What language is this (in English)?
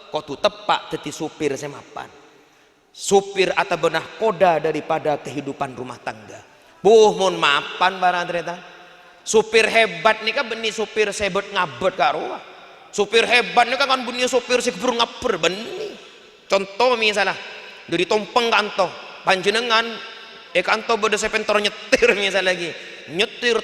Madurese